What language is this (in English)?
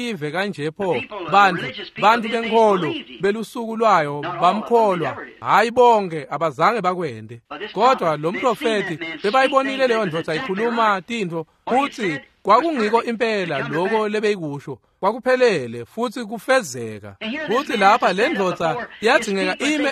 Swati